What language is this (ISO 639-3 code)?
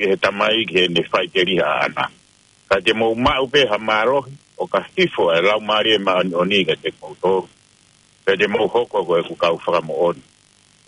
ton